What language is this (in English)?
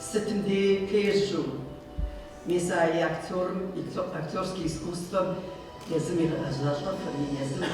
Kabardian